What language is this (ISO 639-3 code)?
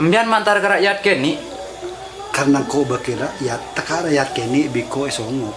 mad